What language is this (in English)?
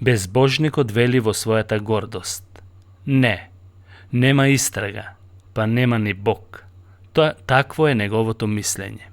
Macedonian